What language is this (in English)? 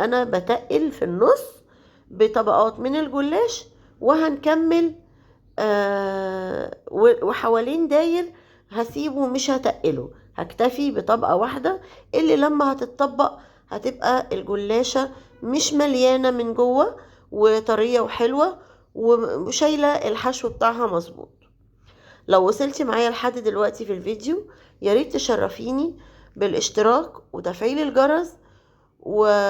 Egyptian Arabic